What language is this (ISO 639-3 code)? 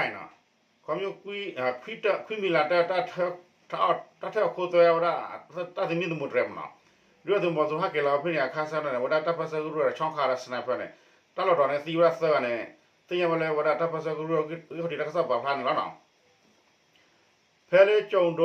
ksw